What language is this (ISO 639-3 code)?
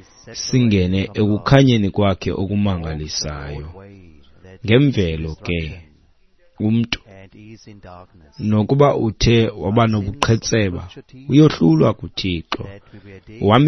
xho